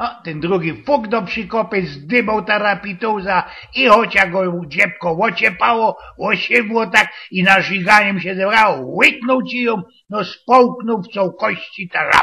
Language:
Silesian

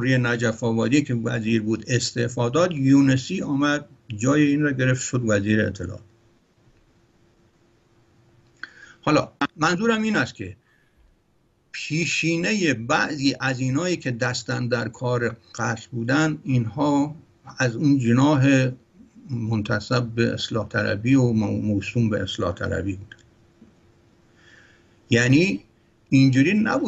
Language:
Persian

